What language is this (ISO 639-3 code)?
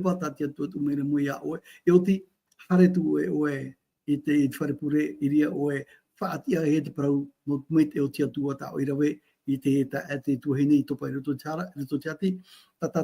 tah